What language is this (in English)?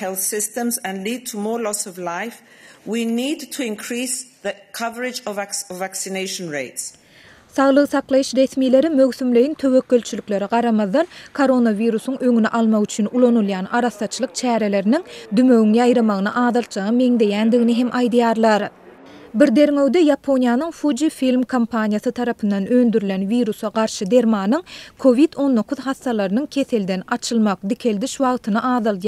Turkmen